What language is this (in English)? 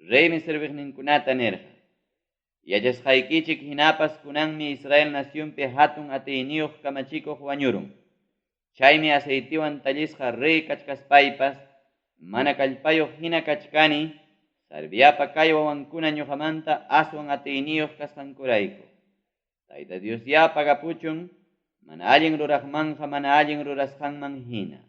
Ayacucho Quechua